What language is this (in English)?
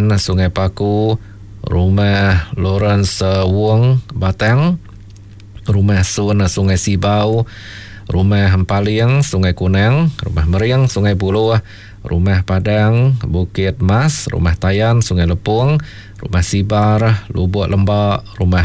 Iban